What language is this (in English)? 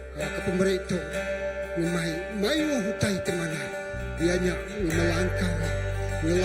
Iban